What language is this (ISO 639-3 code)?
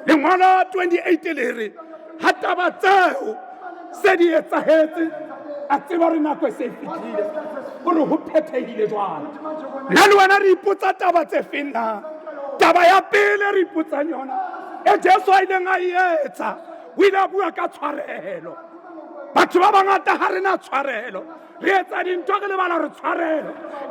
sot